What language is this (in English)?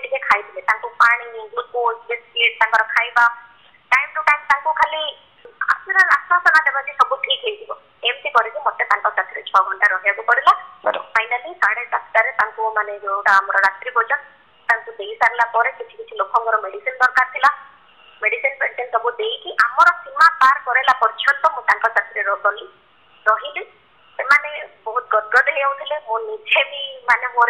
Odia